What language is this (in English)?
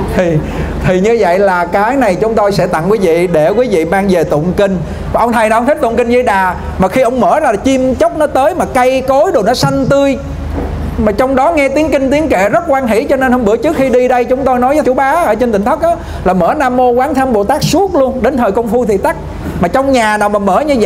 Vietnamese